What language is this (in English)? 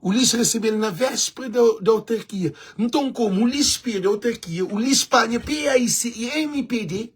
Kabuverdianu